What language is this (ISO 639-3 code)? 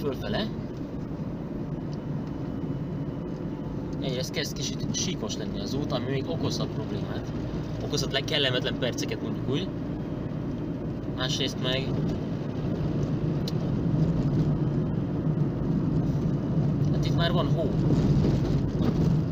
hun